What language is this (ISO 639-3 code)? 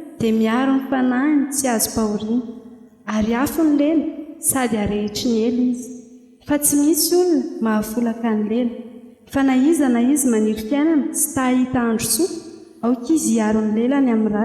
mlg